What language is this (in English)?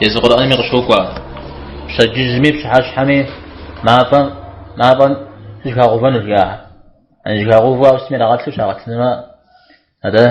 Kabardian